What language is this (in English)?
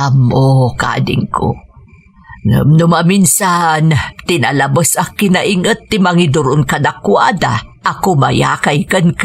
Iloko